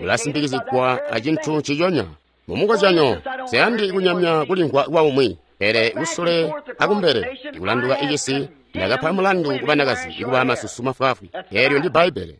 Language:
Tonga (Zambia)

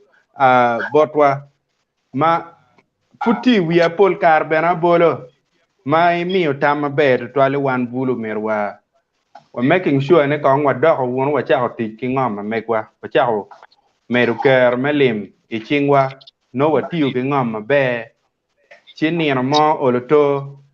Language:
Acoli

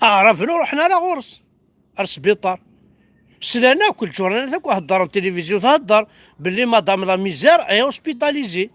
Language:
Kabyle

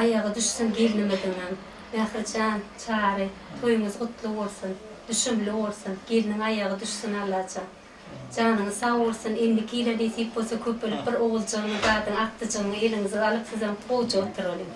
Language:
Turkmen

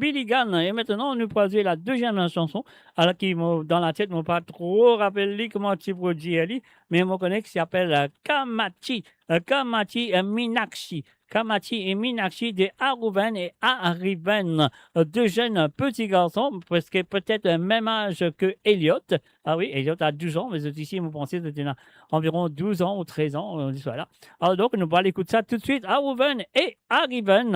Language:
Morisyen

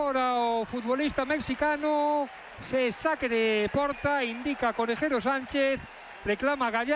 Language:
Galician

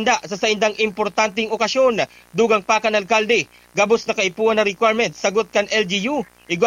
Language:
Bikol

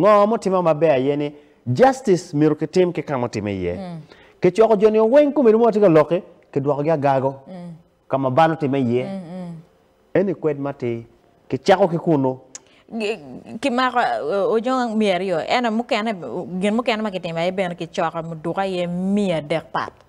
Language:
Acoli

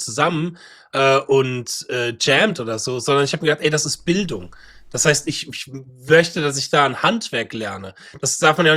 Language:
German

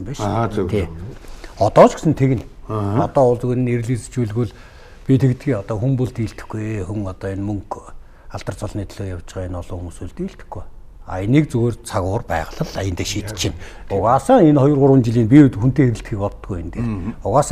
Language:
Mongolian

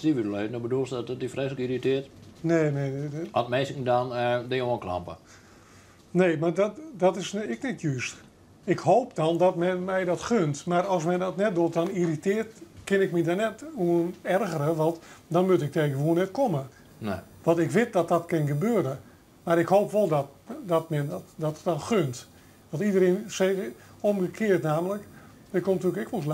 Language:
Western Frisian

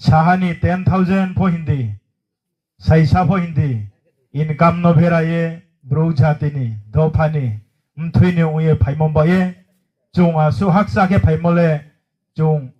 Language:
Riang (India)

